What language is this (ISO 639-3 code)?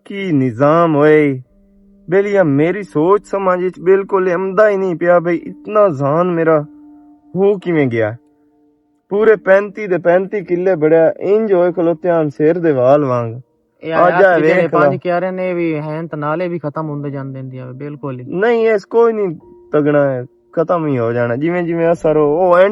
lah